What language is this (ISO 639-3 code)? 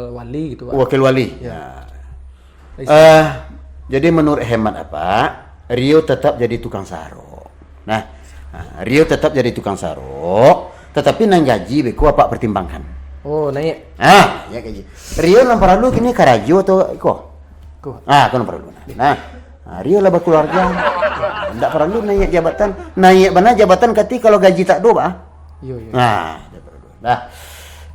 min